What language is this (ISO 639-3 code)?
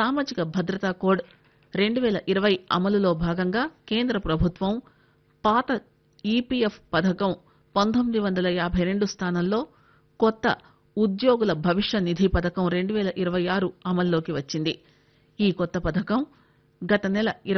tel